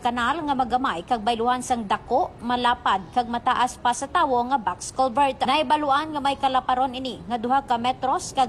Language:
Hiligaynon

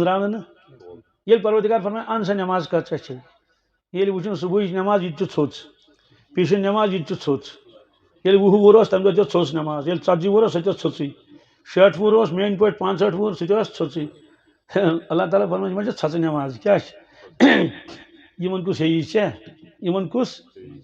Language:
Kashmiri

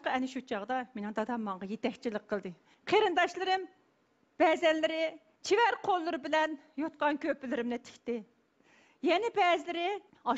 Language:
Uyghur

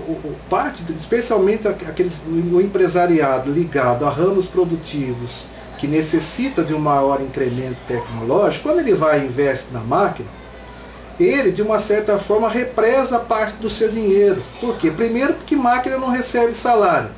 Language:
Portuguese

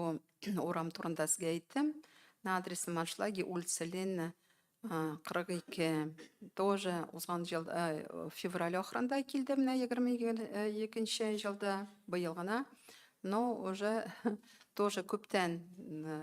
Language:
Tatar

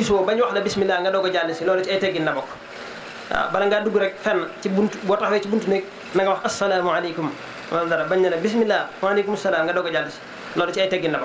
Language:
Wolof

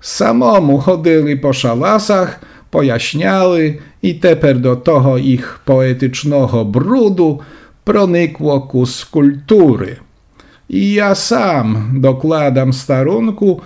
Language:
Rusyn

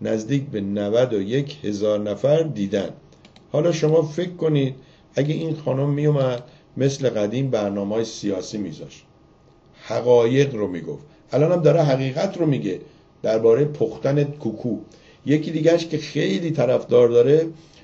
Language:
Persian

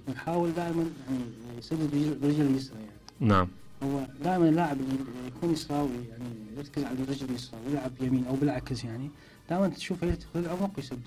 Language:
Mesopotamian Arabic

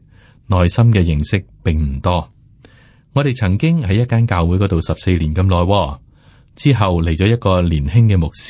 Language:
Cantonese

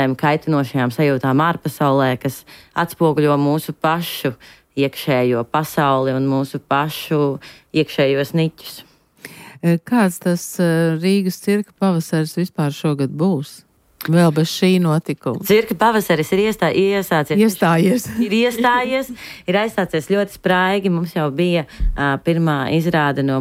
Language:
Latvian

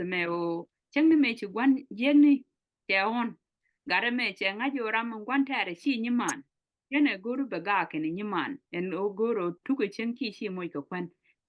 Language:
Nuer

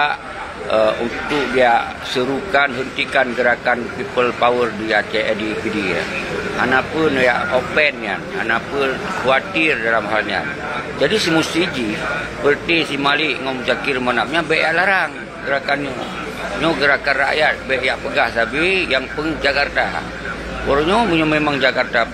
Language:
Achinese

